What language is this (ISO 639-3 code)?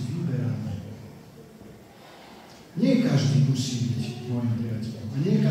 slk